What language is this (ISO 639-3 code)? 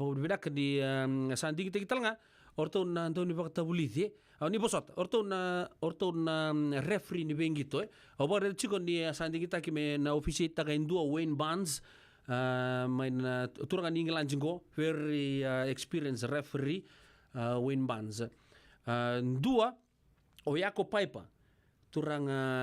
fij